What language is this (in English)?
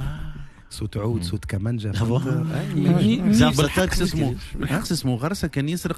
Tunisian Arabic